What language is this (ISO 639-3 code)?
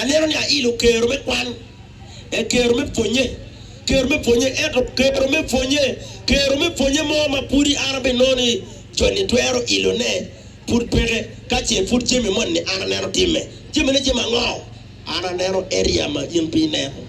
ach